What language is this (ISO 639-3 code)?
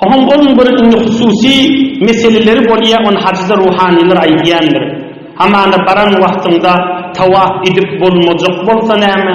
tuk